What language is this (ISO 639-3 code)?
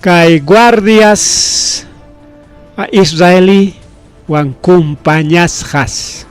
quy